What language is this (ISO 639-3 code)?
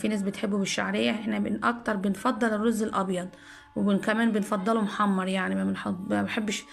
arz